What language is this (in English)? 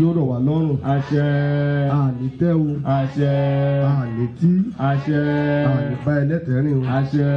Yoruba